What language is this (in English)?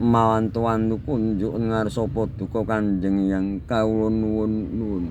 Javanese